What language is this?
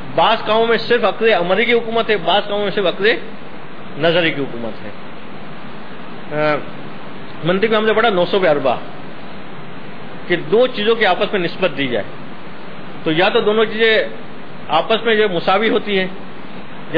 Urdu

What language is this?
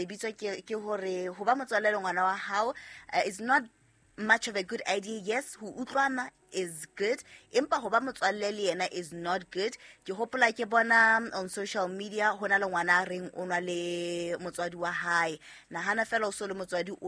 Southern Sotho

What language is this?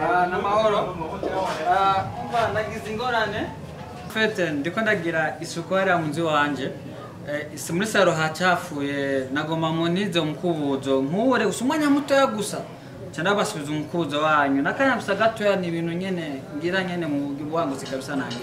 Rundi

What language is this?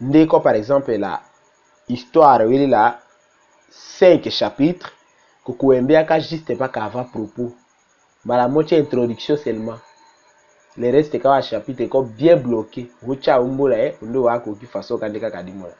Tetela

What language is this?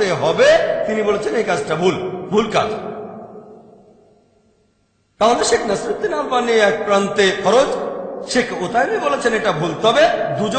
Bangla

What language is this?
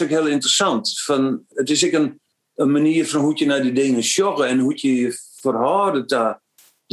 Western Frisian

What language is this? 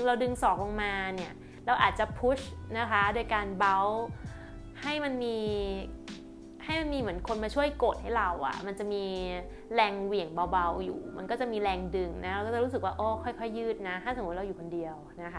Thai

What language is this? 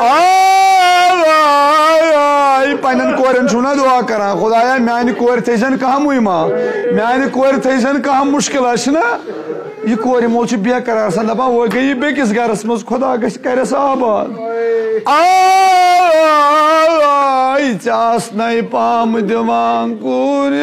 Kashmiri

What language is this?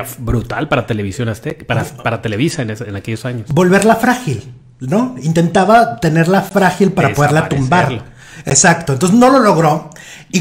Spanish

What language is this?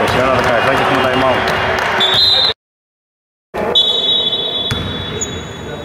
Greek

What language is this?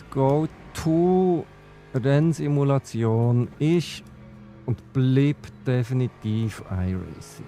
Swiss German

